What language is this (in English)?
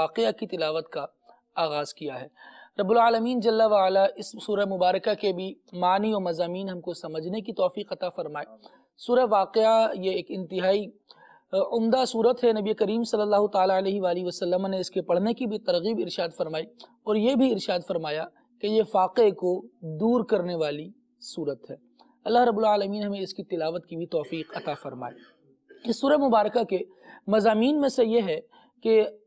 Urdu